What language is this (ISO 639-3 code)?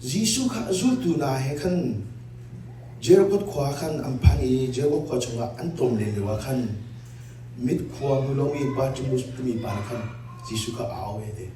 cnh